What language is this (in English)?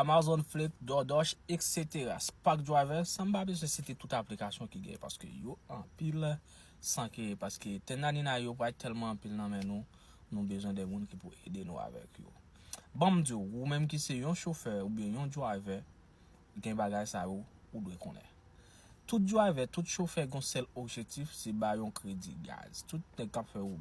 Haitian Creole